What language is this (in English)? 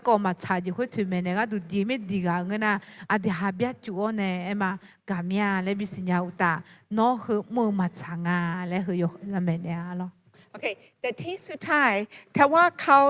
Akha